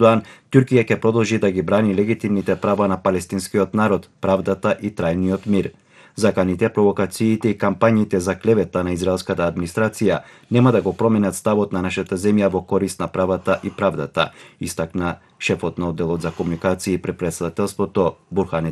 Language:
Macedonian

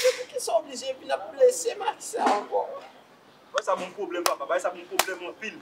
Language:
Haitian Creole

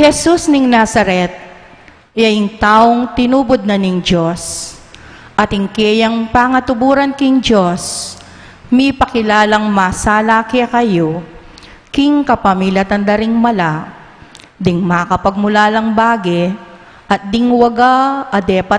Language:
Pampanga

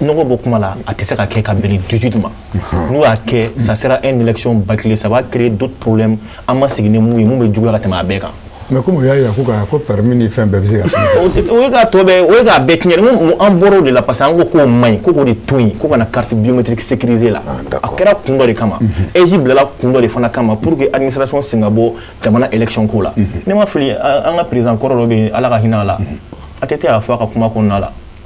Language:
Bambara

